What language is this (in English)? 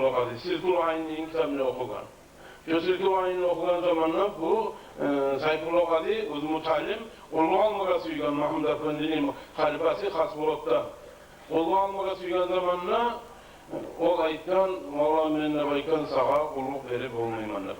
Kumyk